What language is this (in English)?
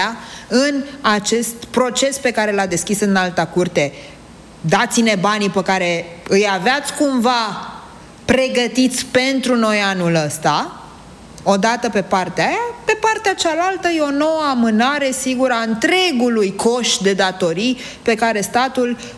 Romanian